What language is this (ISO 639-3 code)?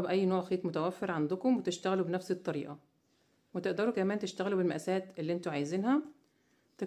arz